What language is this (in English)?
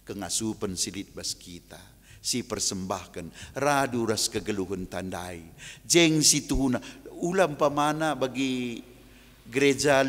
Batak Karo